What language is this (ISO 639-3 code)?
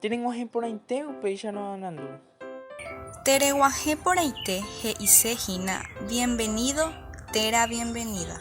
grn